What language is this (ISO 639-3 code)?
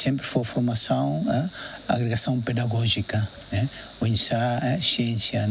tet